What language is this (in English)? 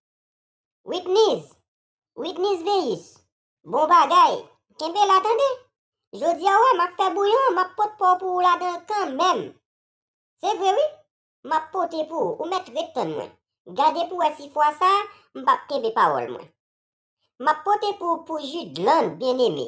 Haitian Creole